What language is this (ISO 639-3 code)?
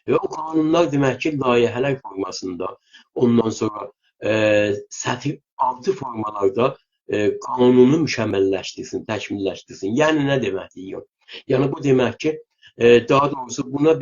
azb